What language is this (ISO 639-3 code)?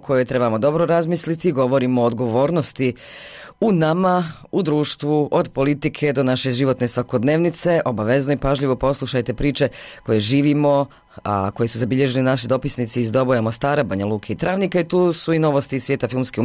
bos